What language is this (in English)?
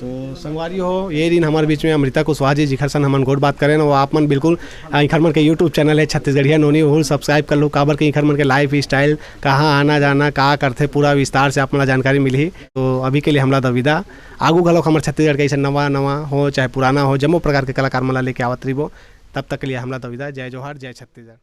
Chhattisgarhi